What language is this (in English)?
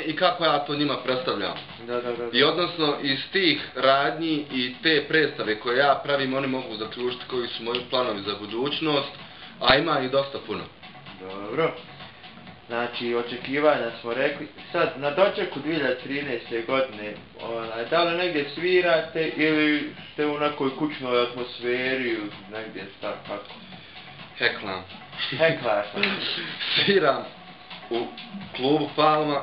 Bosnian